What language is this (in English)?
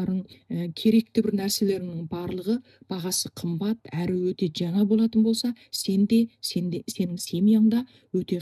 Kazakh